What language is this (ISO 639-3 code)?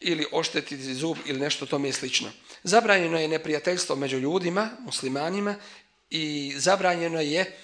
bos